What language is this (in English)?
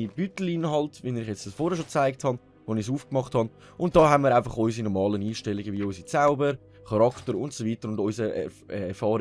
Swiss German